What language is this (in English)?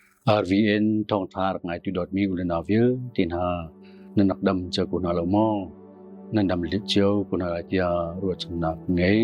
Hakha Chin